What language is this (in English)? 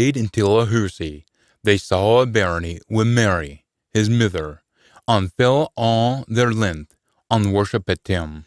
Scots